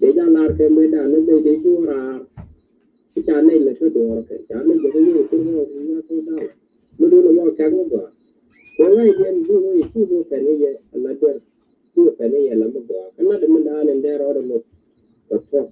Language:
Nuer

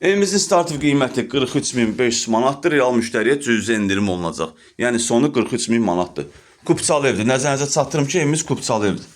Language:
Azerbaijani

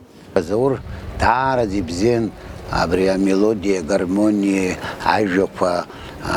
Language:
Abkhazian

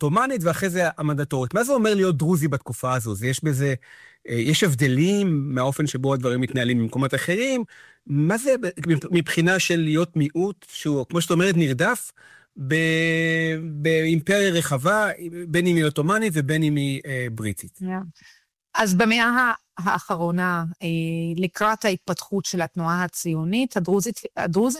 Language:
Hebrew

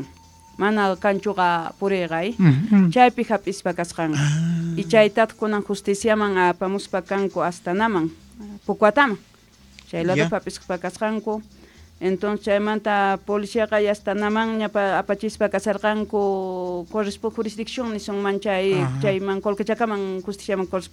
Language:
South Bolivian Quechua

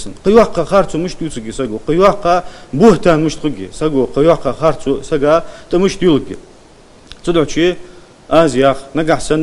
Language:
Ingush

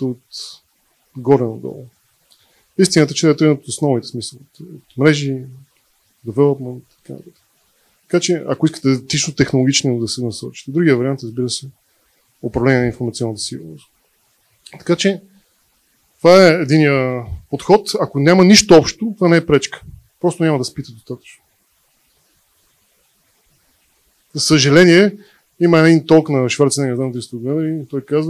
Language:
Bulgarian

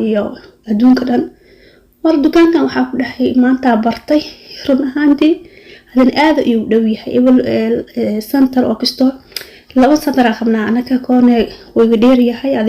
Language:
Somali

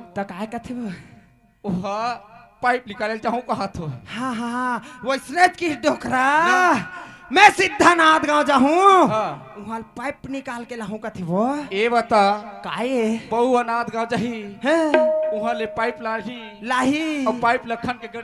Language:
Chhattisgarhi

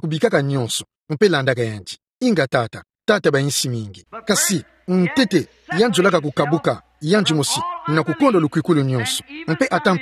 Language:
Kituba (Democratic Republic of Congo)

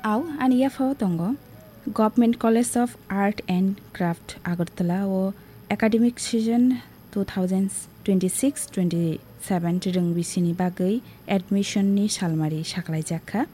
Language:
Kok Borok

